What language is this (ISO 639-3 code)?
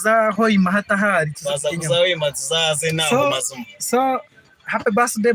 nyn